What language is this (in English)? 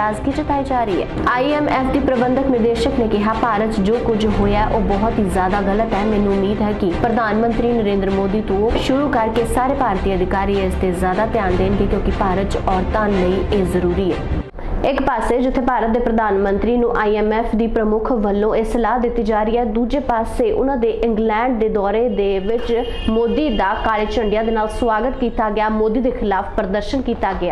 Punjabi